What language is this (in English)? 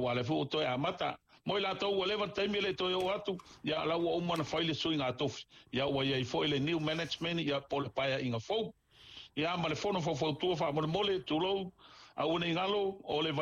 Samoan